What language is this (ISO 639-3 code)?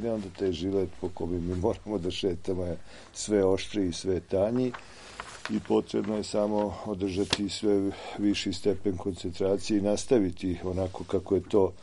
srp